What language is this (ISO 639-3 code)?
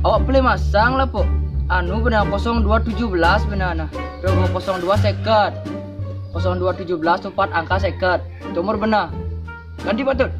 ban